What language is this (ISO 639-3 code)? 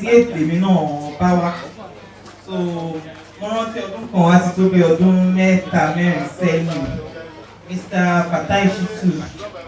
yor